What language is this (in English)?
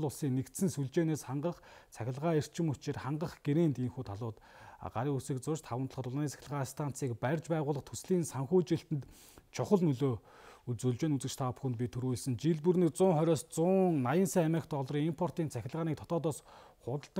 Mongolian